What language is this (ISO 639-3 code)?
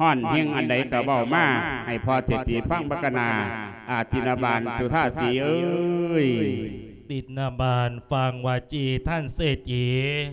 lao